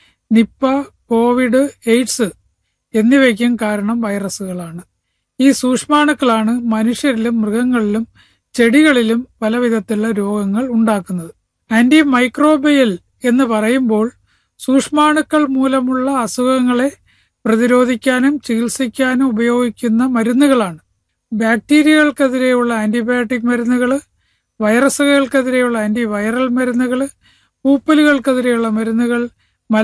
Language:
Malayalam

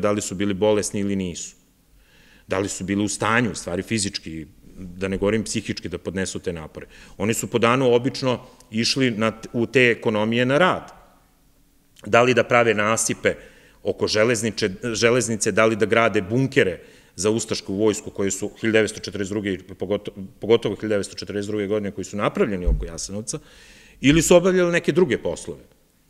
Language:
Serbian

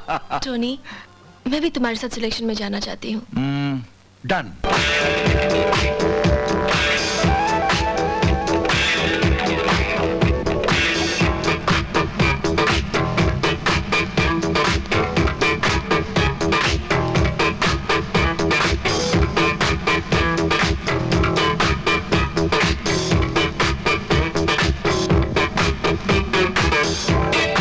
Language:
Hindi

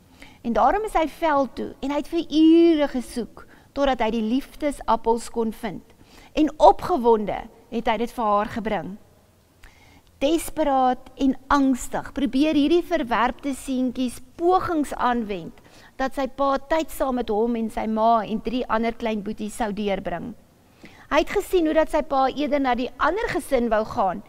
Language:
Afrikaans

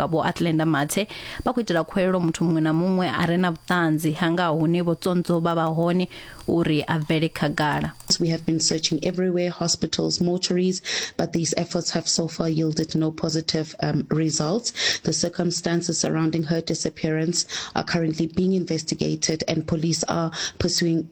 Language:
Venda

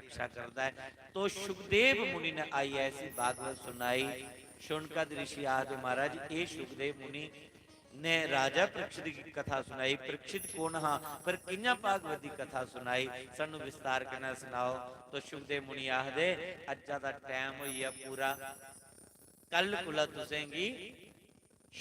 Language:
Dogri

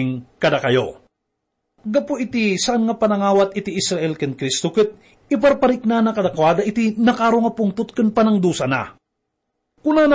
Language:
Iloko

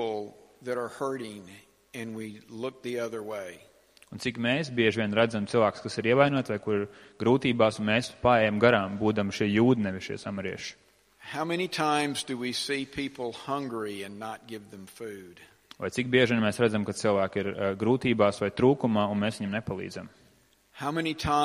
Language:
Latvian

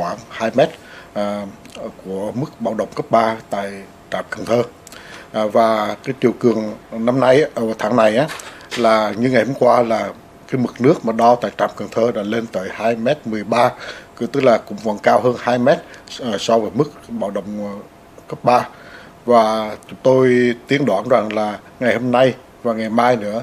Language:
Vietnamese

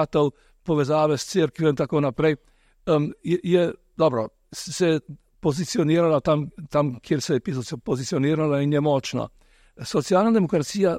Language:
Slovenian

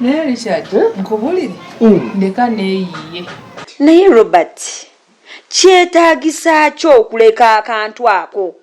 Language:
Ganda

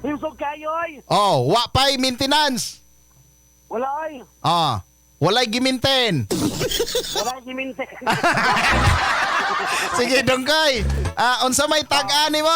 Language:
Cebuano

